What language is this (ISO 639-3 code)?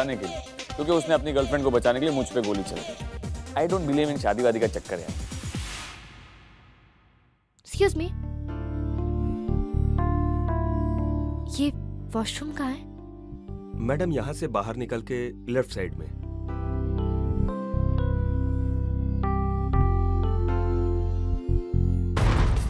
hin